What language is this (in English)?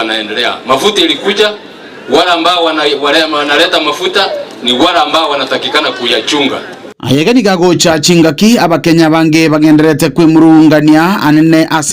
Gusii